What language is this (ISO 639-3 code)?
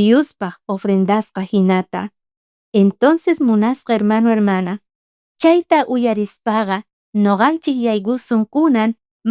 quh